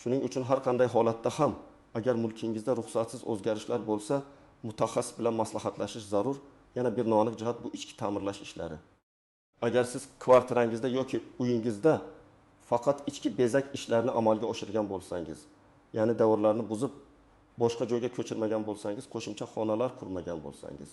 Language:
Uzbek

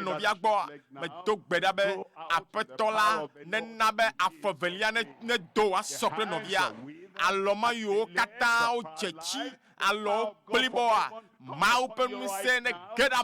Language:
Ewe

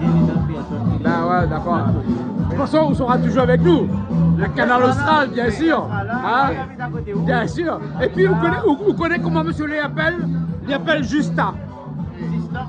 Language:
Réunion Creole French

